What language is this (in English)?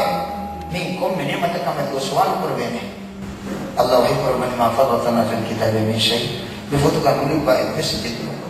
Divehi